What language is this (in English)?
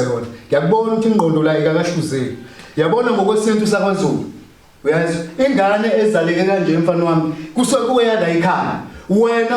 Zulu